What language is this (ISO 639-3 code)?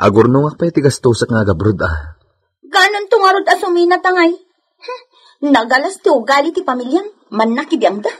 ilo